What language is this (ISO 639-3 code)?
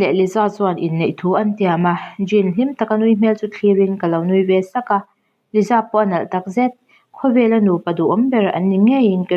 lus